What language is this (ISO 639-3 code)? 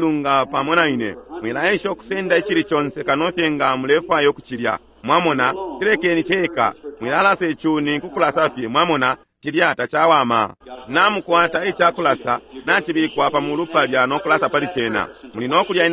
bem